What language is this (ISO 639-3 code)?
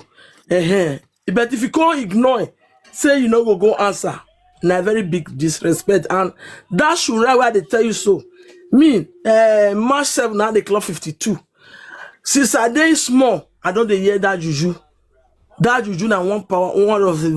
pcm